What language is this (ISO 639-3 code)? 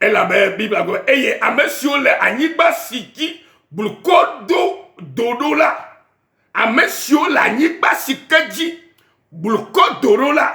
ewe